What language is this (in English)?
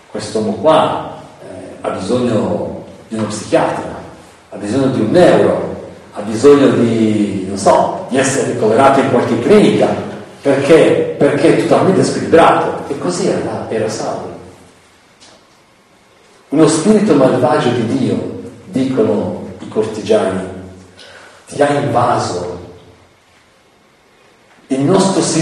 Italian